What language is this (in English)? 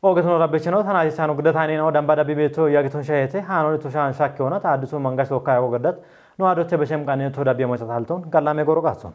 Kafa